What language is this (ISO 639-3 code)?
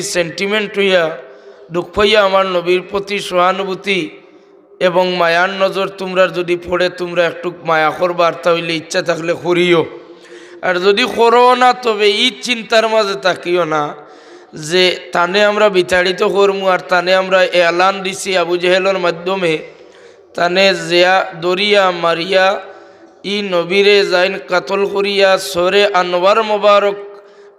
syl